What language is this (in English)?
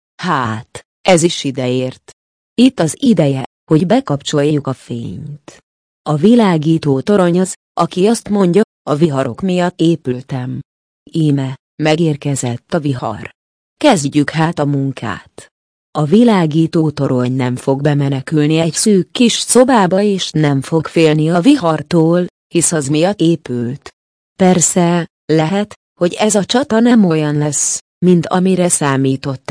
Hungarian